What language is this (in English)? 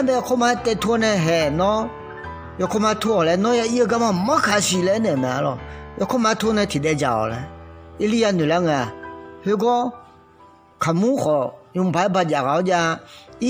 Akha